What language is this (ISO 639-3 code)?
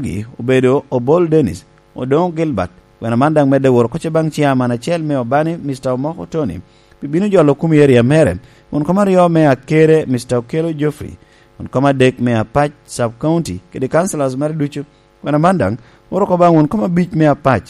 laj